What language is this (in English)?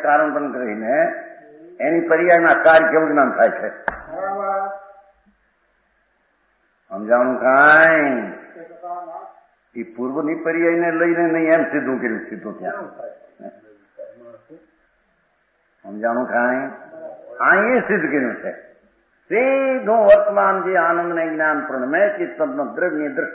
Gujarati